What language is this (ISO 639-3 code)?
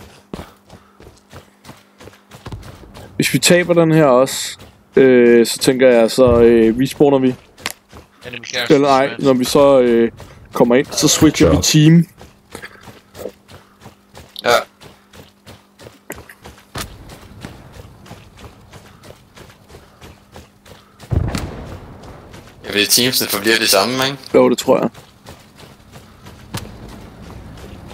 dan